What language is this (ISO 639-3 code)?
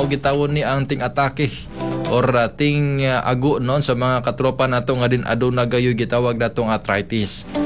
ceb